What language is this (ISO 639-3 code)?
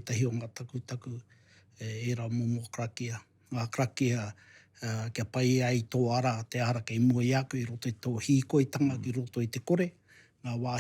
mri